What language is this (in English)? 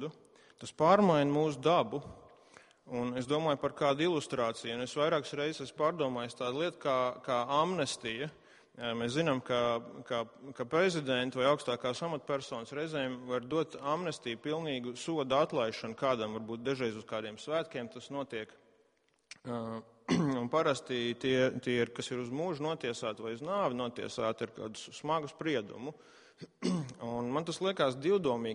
Latvian